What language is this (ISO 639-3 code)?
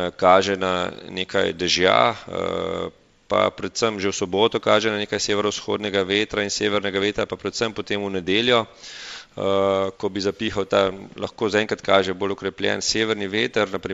slv